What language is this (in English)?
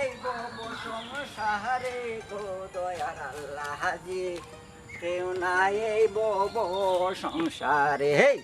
Sylheti